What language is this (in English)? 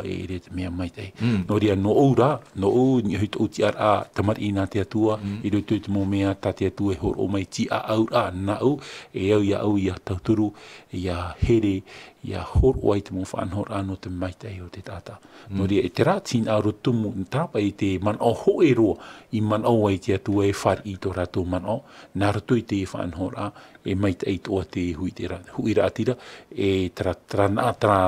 Tahitian